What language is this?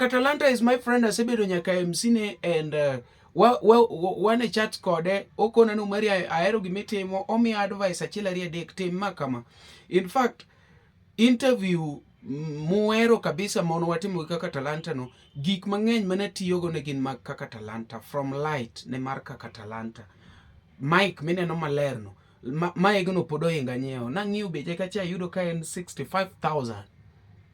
Luo (Kenya and Tanzania)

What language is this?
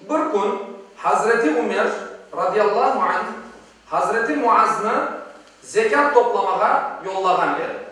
Crimean Tatar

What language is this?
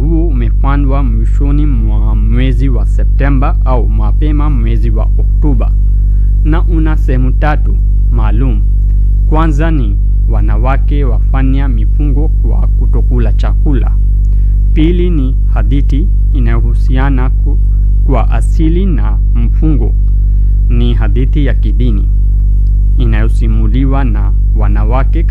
Swahili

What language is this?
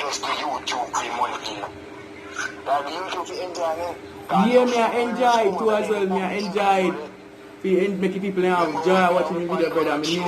Jamaican Creole English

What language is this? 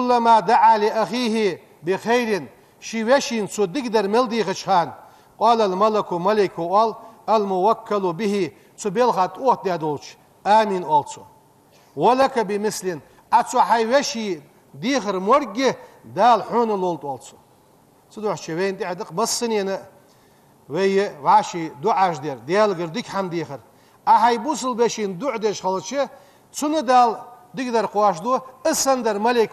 Ingush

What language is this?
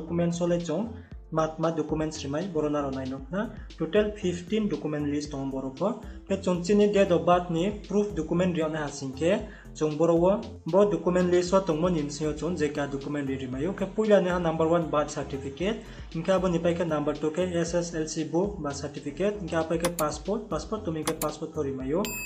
Riang (India)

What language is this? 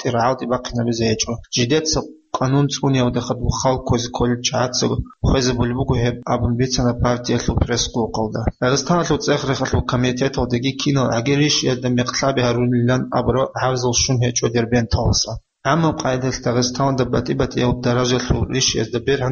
Avaric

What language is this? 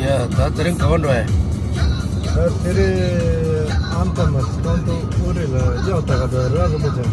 Tibetan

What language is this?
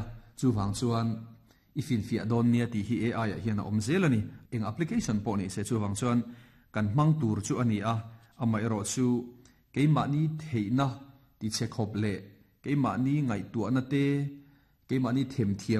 Mizo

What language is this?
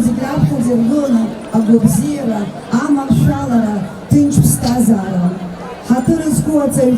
Abkhazian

